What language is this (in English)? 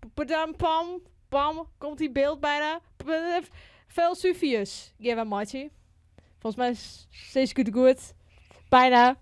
Western Frisian